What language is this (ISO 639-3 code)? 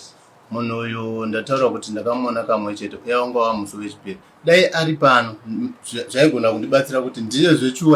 sna